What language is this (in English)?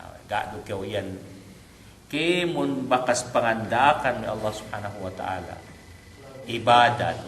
Yakan